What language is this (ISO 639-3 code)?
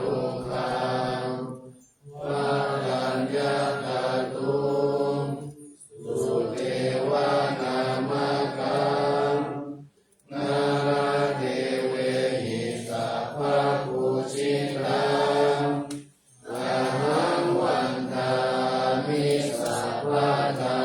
pli